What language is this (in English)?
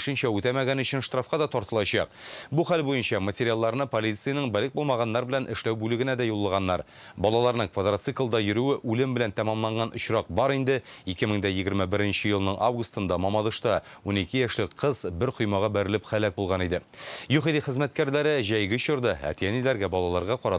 Tatar